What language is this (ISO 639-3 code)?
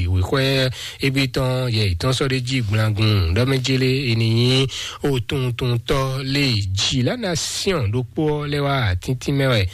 fon